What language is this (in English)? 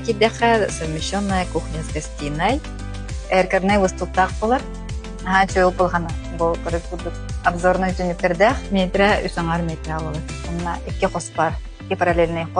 Yakut